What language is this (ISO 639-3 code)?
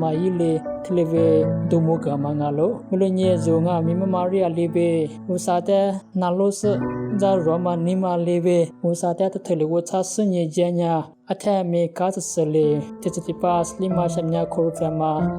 lis